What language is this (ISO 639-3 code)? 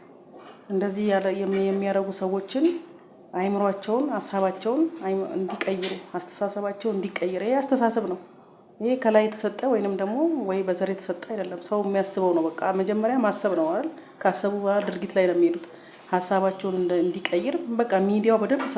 amh